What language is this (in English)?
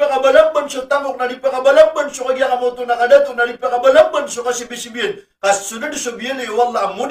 Maranao